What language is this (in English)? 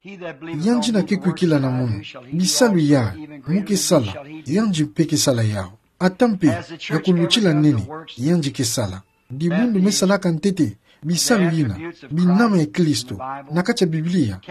Kituba (Democratic Republic of Congo)